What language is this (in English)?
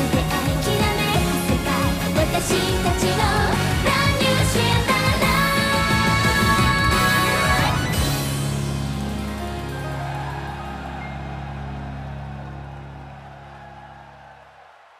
Japanese